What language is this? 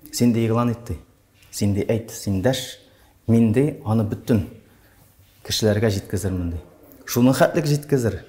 Tatar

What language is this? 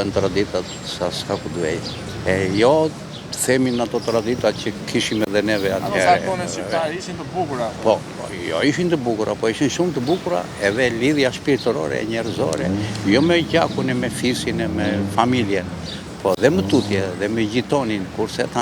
Albanian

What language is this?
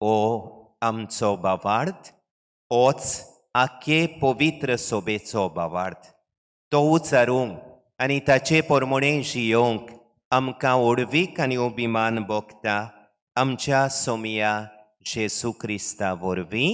Konkani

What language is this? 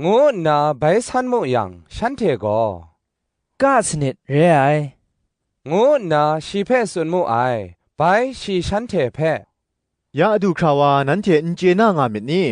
Kachin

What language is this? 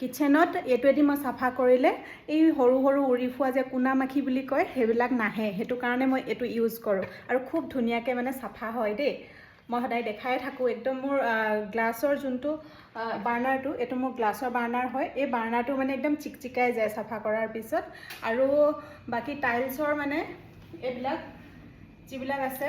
Assamese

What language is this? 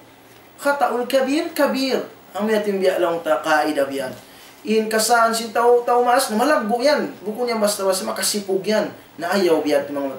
Tausug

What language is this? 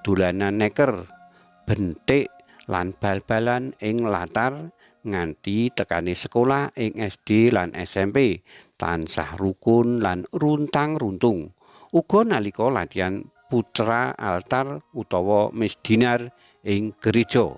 Javanese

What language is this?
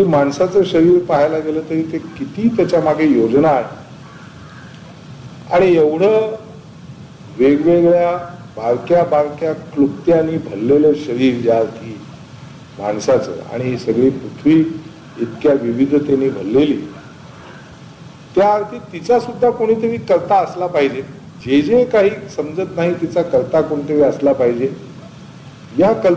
Marathi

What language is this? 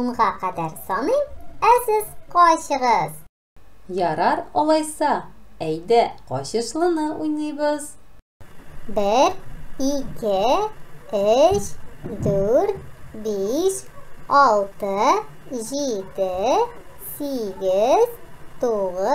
Tatar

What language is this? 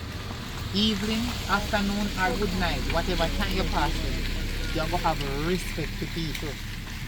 Jamaican Creole English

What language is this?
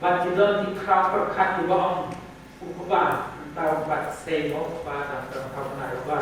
Khasi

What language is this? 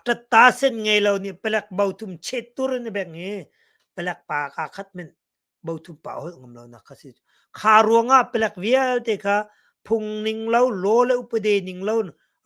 Hakha Chin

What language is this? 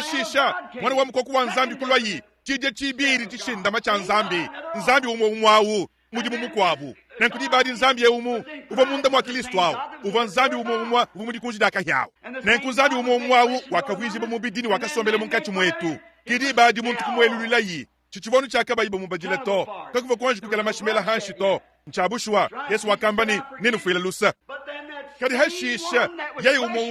Luba-Lulua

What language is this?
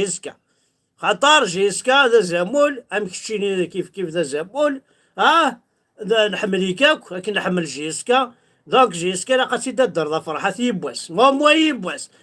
Kabyle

